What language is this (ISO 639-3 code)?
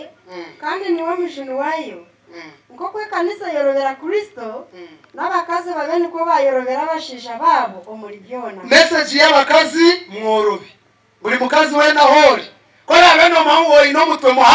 nyn